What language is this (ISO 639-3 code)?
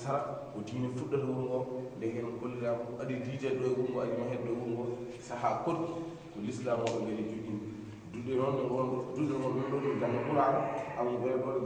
ful